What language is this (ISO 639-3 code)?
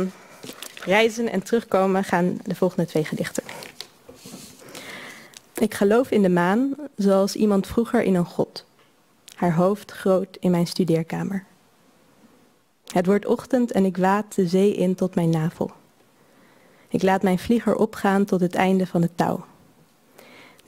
nld